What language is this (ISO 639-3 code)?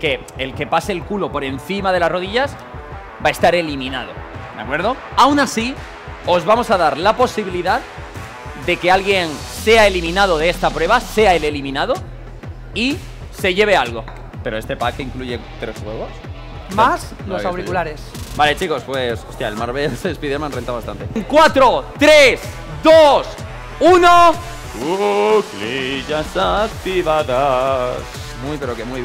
spa